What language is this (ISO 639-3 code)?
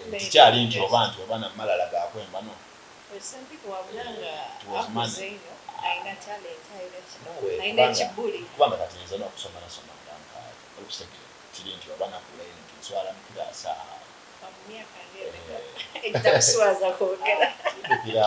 xog